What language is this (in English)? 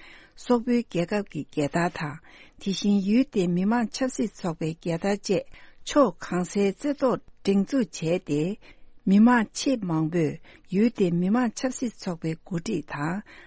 Tibetan